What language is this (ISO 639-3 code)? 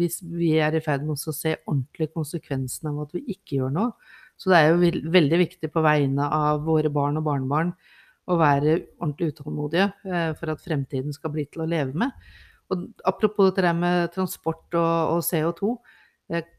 nor